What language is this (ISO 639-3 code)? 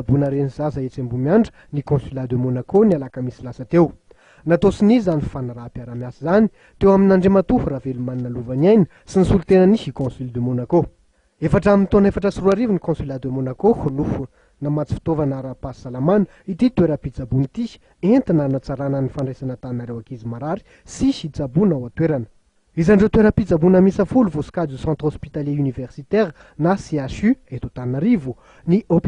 mlg